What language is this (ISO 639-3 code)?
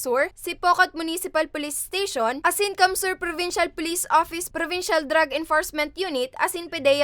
bik